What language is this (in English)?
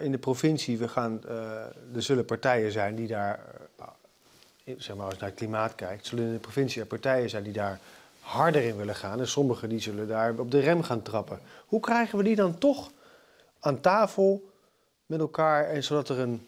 Dutch